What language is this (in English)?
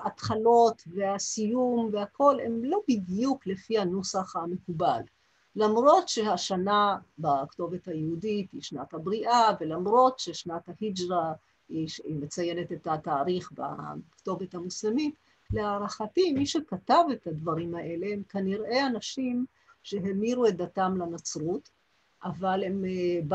Hebrew